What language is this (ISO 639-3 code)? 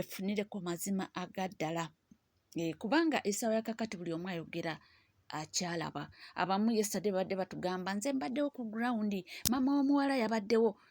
lug